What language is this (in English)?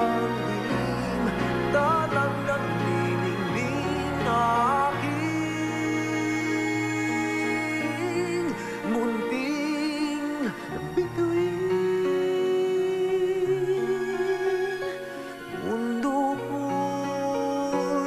Filipino